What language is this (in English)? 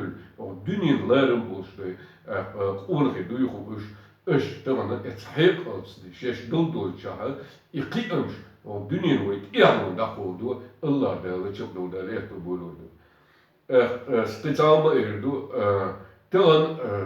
Chechen